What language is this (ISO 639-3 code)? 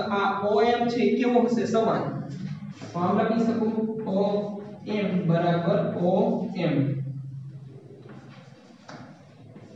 guj